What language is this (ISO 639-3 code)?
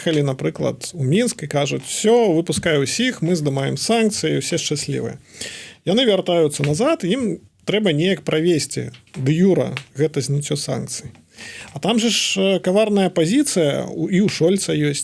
bel